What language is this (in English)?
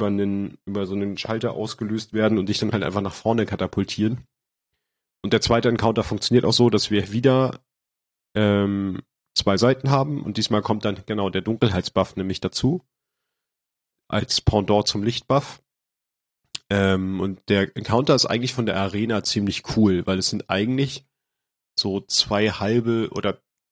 German